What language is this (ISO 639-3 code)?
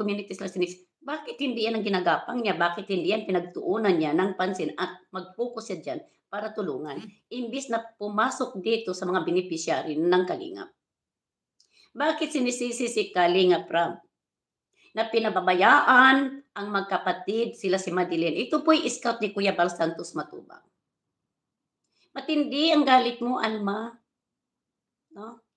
fil